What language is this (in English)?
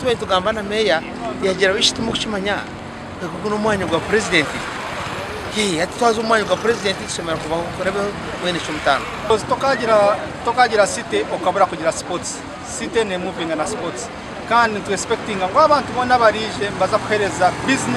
Nyankole